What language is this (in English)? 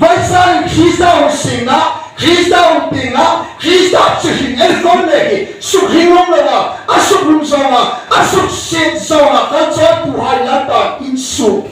Hmar